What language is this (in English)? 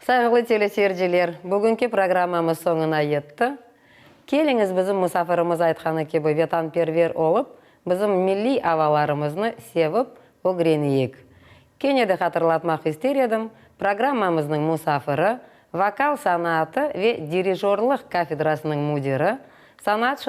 Crimean Tatar